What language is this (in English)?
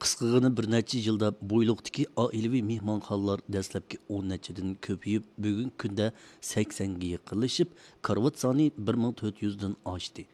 Uyghur